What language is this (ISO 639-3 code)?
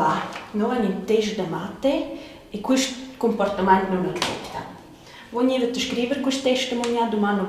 roh